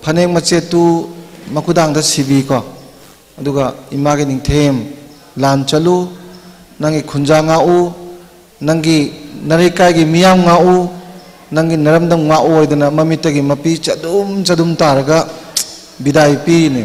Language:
Manipuri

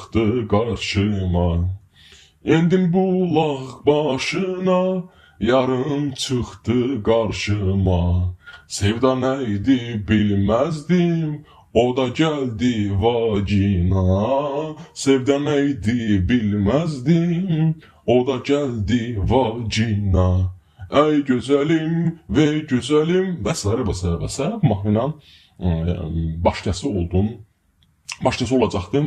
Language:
Azerbaijani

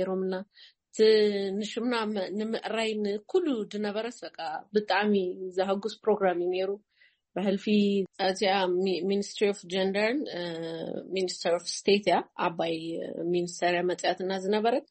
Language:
Tigrinya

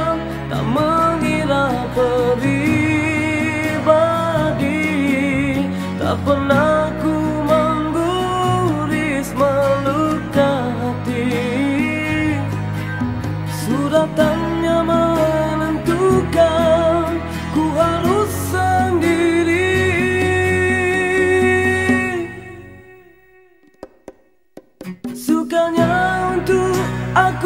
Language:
Malay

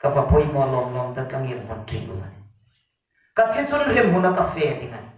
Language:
Hmar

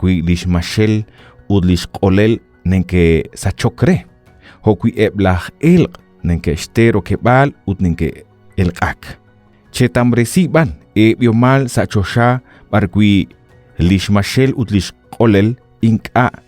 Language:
Kekchí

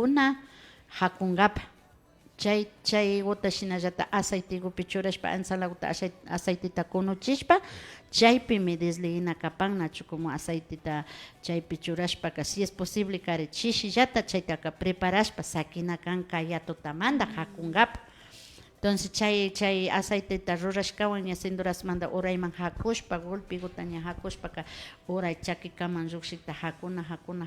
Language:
Imbabura Highland Quichua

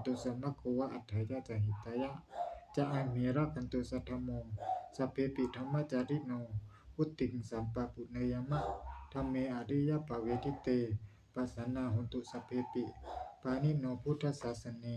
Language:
Pali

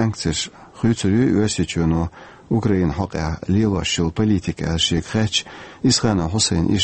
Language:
Chechen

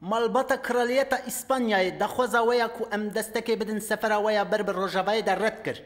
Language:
Kurdish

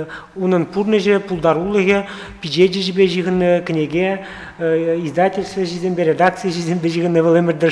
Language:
Chuvash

